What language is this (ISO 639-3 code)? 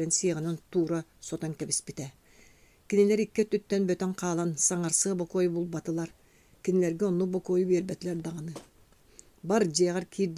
sah